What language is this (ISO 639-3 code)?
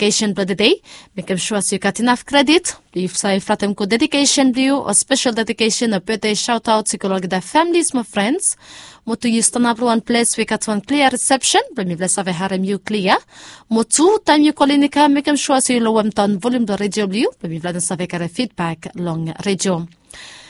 bis